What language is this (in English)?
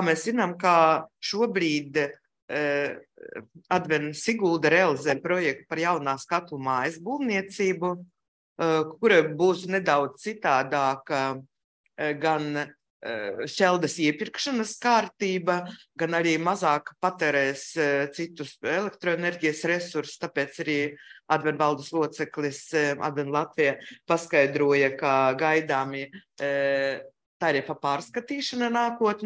Latvian